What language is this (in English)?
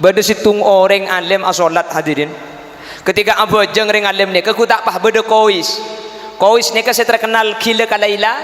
Madurese